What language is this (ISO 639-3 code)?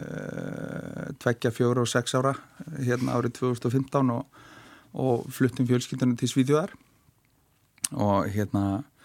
isl